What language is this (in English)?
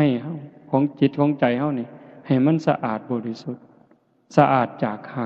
Northeastern Thai